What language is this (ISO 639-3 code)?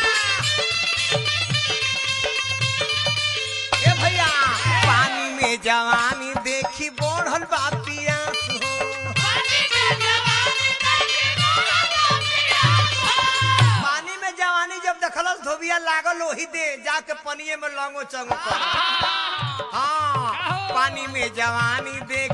bho